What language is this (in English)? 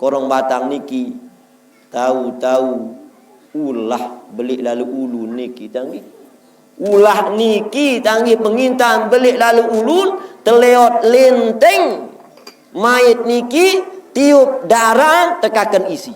Sasak